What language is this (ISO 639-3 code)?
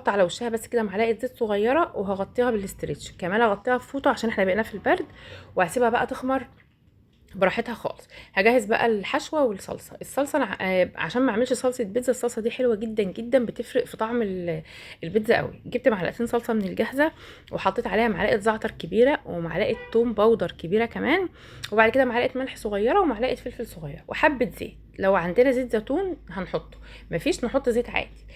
arz